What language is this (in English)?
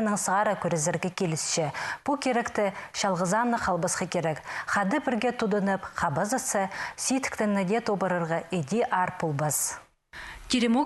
Khakas